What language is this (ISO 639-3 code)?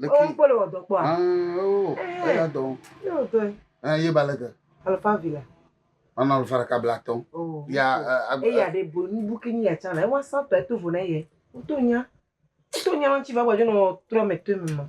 ewe